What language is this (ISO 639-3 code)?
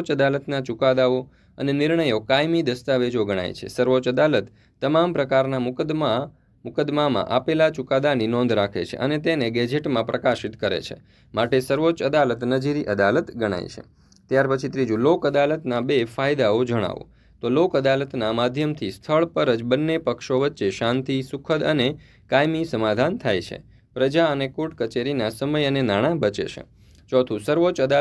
guj